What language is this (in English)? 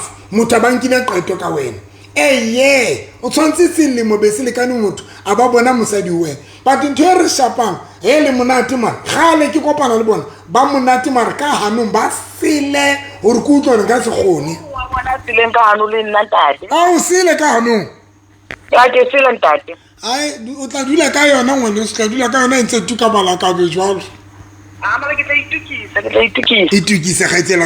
Southern Sotho